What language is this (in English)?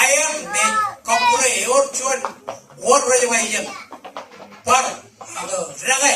Marshallese